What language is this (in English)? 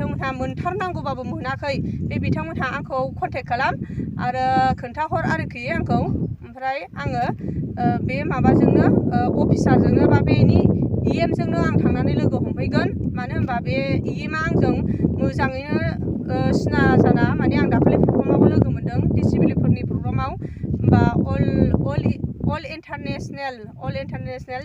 Bodo